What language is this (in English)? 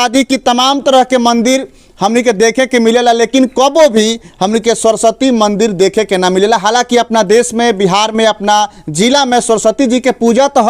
Bhojpuri